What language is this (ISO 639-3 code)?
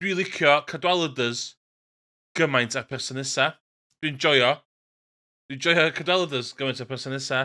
cym